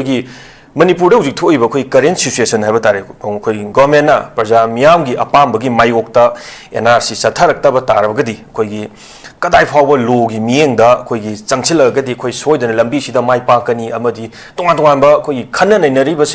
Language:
Manipuri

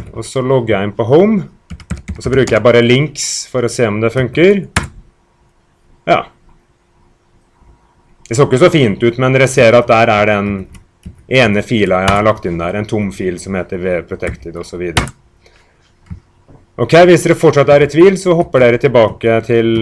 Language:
Norwegian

